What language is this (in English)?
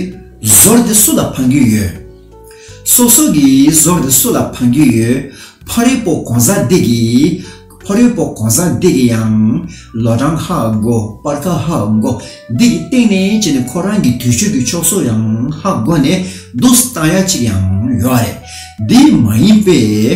Tibetan